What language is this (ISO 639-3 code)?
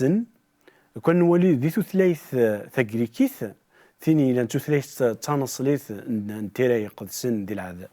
kab